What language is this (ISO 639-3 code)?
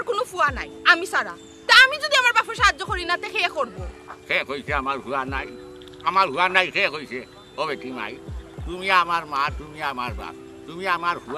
syl